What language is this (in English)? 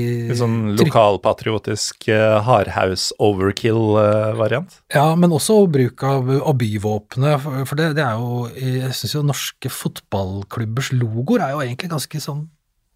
Norwegian